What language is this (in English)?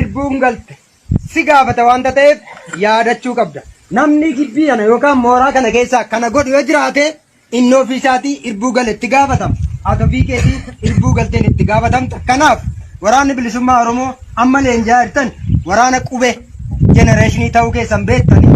Oromo